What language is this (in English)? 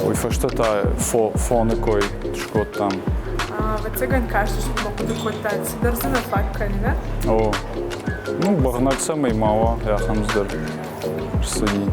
Ossetic